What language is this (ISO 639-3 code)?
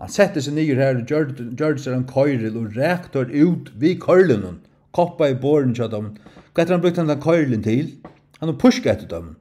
fao